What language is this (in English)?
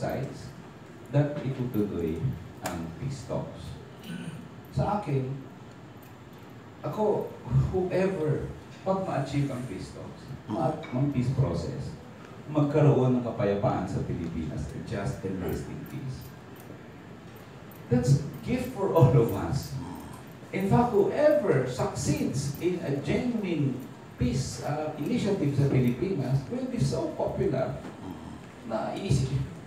Filipino